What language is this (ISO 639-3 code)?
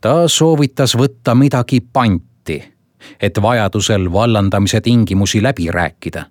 est